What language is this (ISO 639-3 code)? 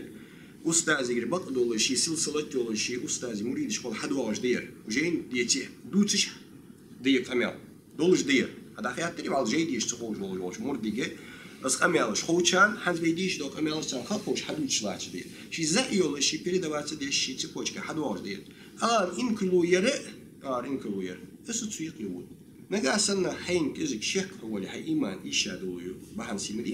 inh